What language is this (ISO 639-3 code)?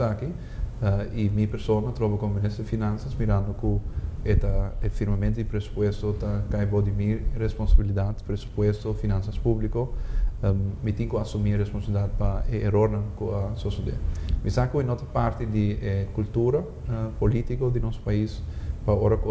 pap